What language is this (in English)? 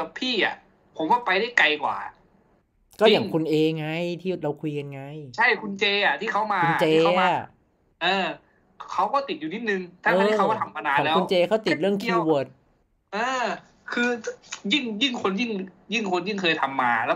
Thai